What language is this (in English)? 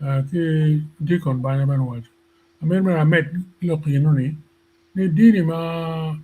Acoli